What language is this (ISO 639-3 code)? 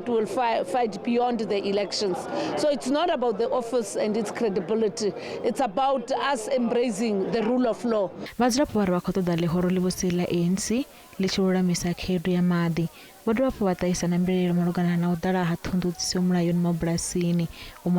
ven